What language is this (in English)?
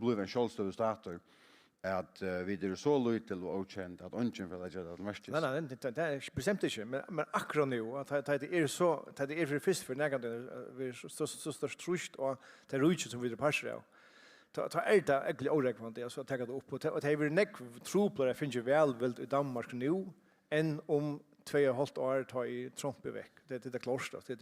Faroese